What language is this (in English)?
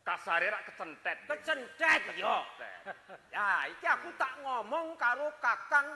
Javanese